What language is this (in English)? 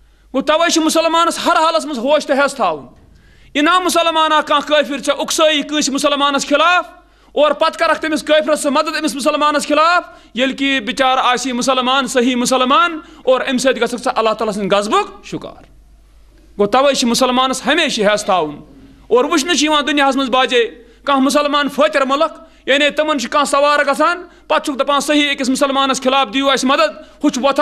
Kashmiri